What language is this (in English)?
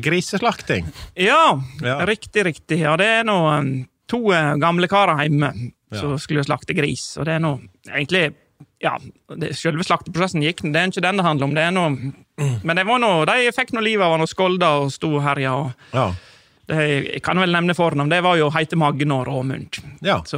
Norwegian